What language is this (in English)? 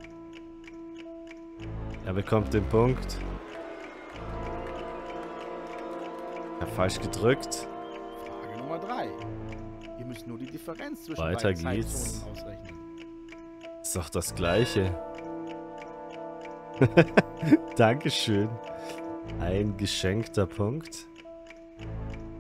German